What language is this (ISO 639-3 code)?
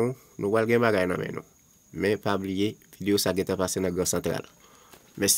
hat